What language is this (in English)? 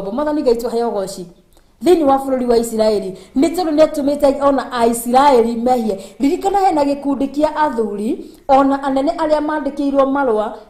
Kikuyu